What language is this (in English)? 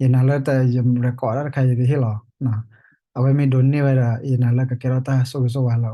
S'gaw Karen